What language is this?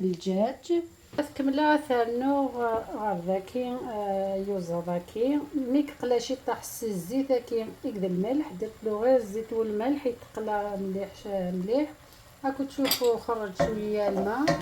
Algerian Arabic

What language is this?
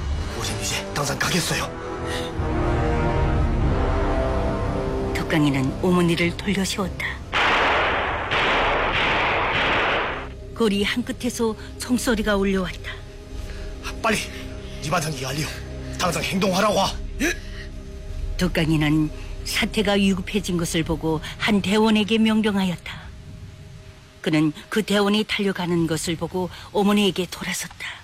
Korean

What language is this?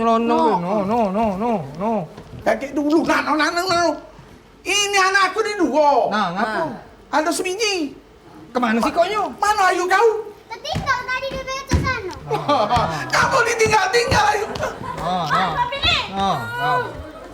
Musi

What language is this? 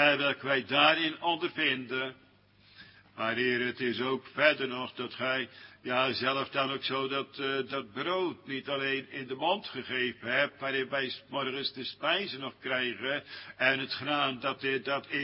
Dutch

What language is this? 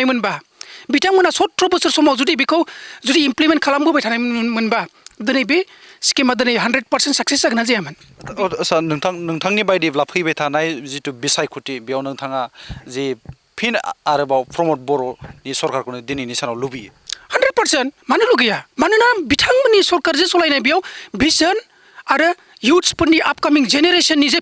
Bodo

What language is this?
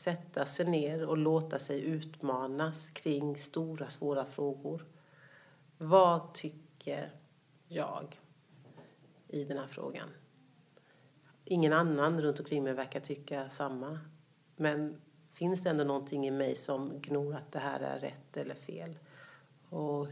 Swedish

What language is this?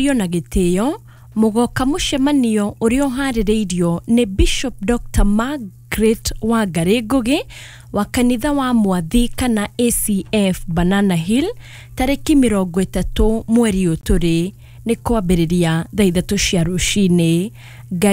Kikuyu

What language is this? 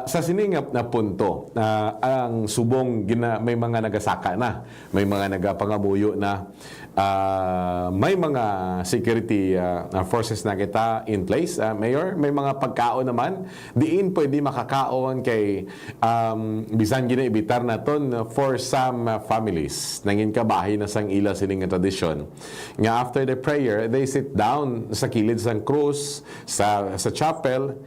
Hiligaynon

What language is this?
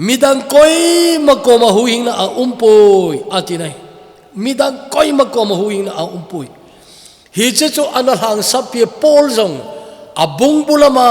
Thado Chin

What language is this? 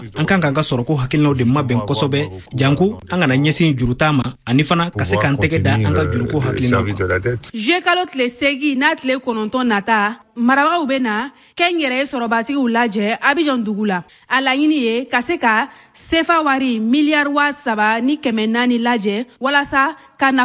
Bambara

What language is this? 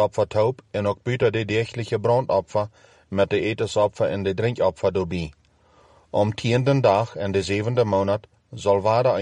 Plautdietsch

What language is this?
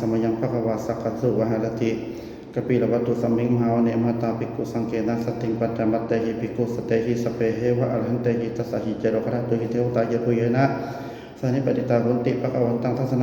Pali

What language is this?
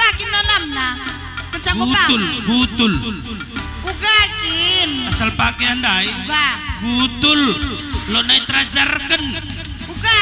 Batak Karo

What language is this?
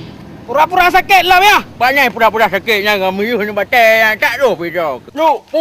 Achinese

